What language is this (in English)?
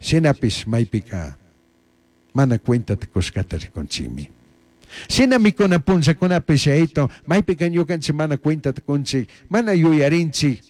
Chimborazo Highland Quichua